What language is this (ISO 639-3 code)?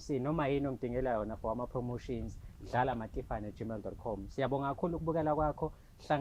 zul